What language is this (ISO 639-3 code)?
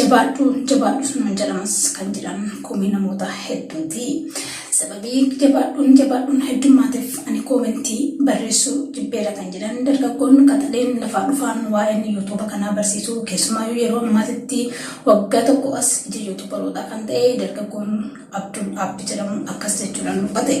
orm